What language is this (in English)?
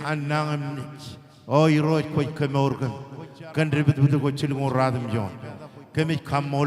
Marshallese